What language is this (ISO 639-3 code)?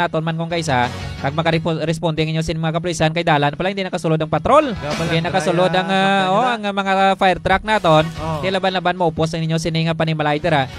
hil